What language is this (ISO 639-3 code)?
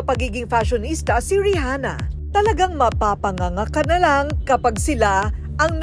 fil